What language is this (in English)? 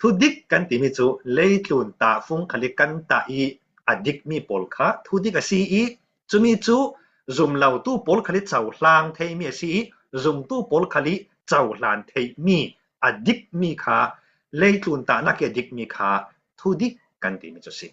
Falam Chin